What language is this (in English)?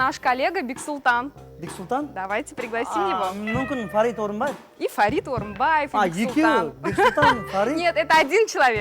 Kara-Kalpak